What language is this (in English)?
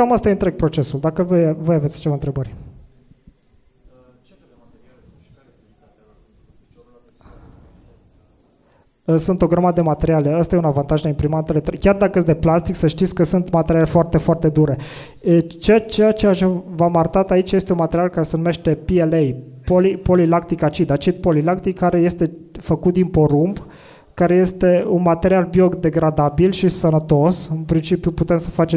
Romanian